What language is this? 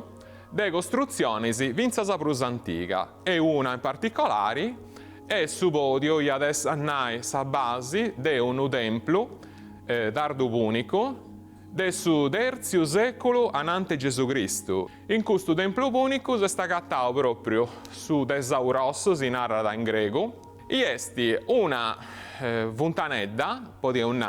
Sardinian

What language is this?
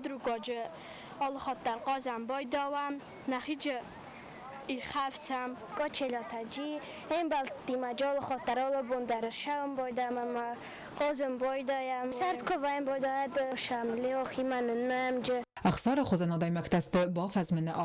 Ossetic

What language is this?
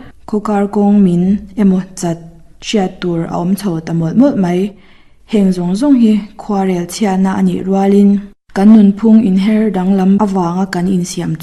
Mizo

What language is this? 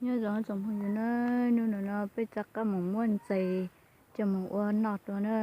Hmong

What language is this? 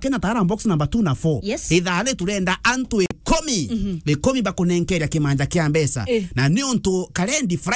Meru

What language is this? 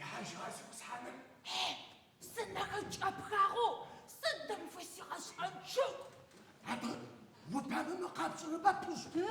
Adyghe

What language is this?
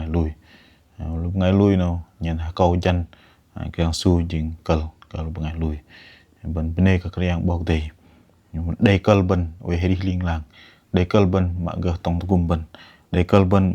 Bahnar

